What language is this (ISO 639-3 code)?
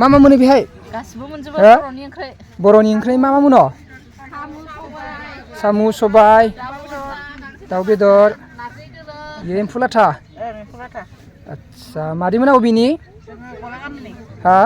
brx